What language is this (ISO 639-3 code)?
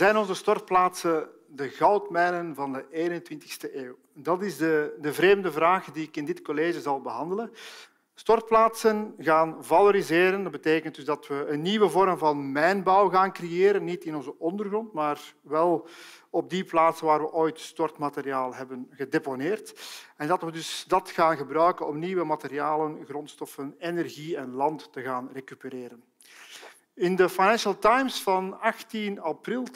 nld